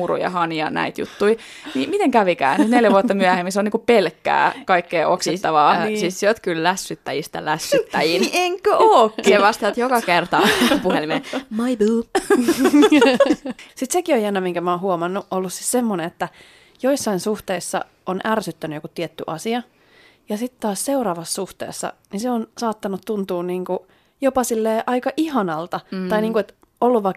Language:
Finnish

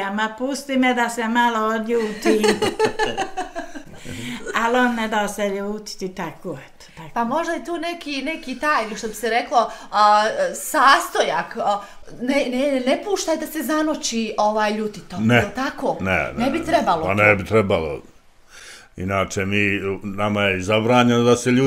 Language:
Bosnian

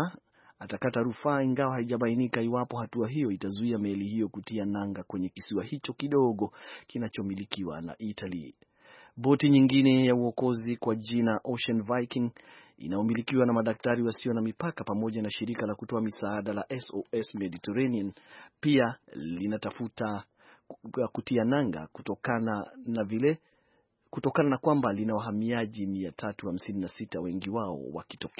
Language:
Swahili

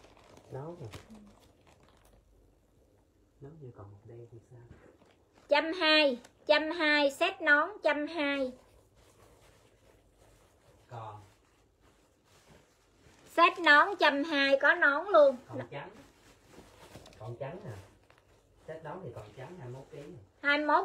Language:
Vietnamese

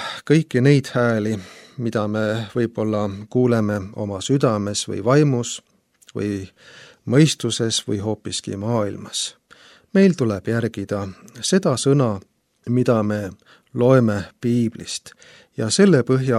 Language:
Estonian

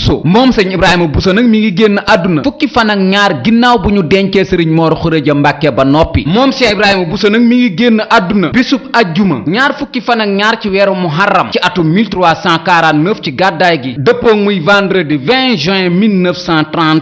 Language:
Wolof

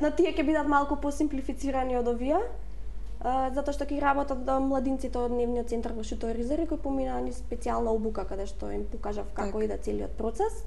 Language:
Macedonian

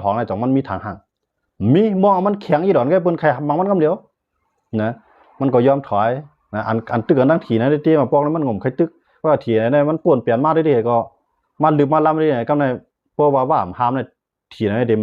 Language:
Shan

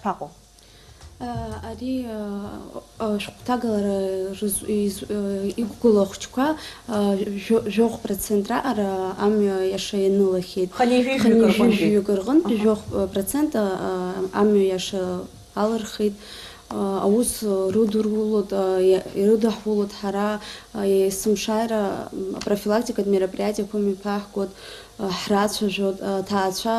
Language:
Abkhazian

